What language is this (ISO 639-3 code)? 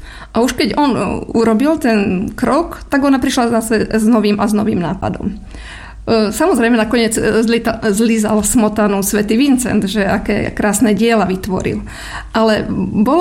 slk